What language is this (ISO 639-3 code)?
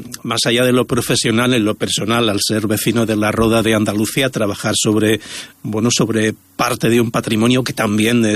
spa